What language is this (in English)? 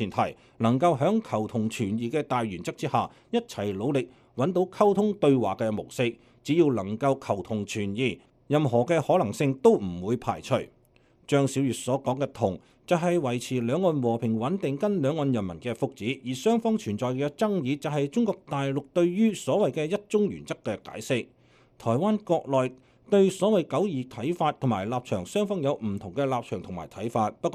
Cantonese